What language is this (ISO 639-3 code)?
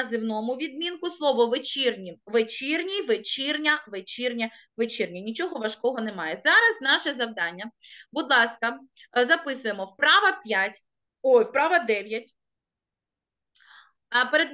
ukr